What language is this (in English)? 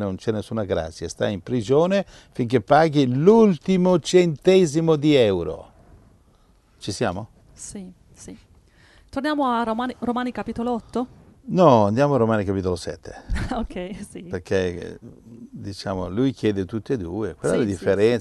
Italian